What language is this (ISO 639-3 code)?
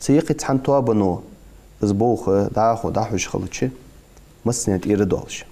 inh